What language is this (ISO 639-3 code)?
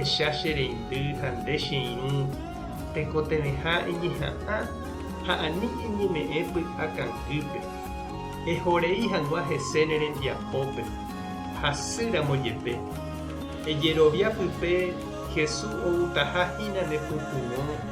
grn